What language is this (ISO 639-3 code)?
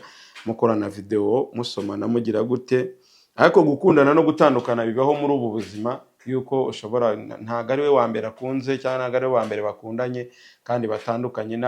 kin